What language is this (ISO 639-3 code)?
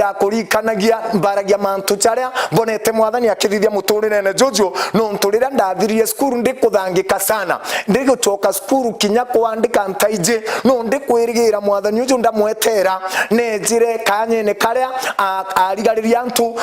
mer